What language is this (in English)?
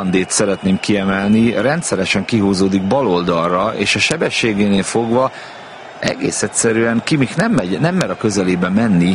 Hungarian